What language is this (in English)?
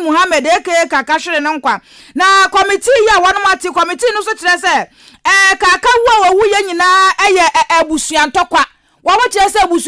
Akan